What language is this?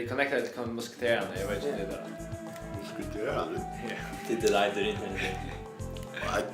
Faroese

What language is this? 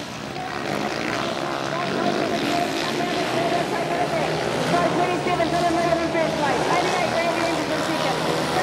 English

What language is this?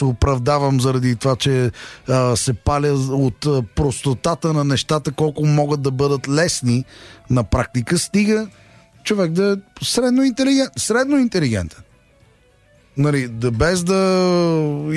Bulgarian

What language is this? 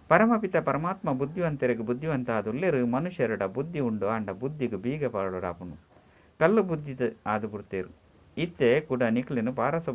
Tulu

